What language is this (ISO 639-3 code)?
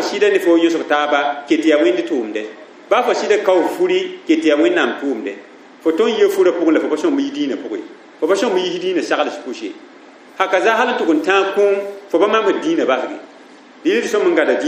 mos